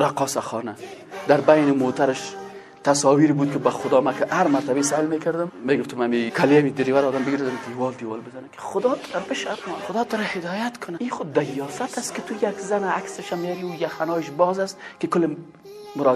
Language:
Persian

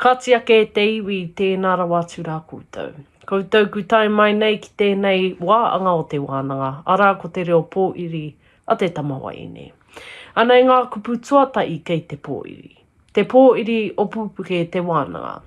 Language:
Māori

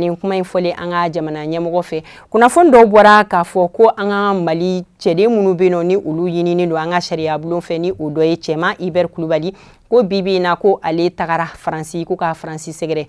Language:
Bambara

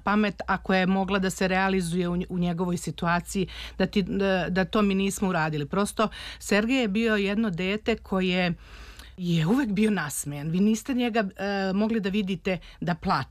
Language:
Serbian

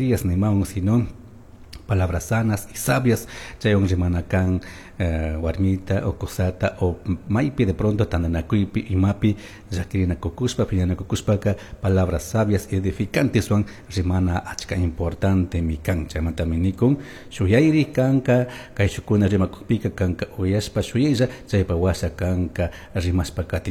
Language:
Chimborazo Highland Quichua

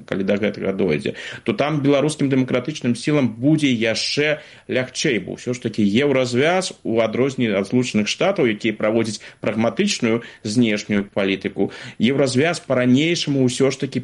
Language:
Belarusian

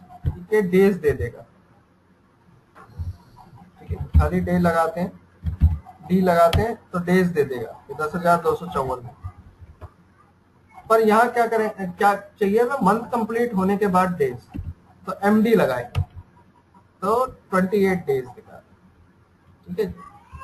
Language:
Hindi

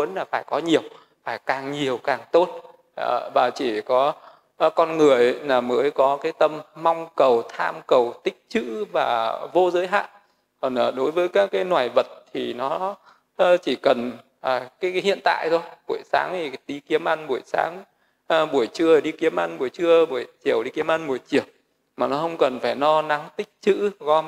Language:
Vietnamese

